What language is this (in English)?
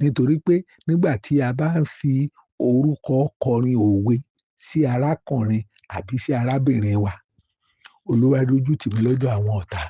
Yoruba